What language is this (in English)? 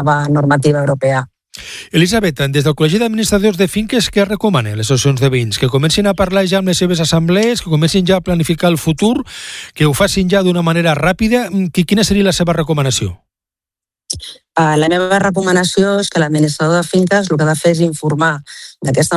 Catalan